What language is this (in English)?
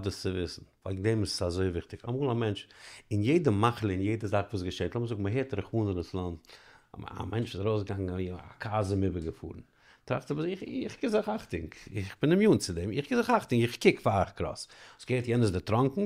Yiddish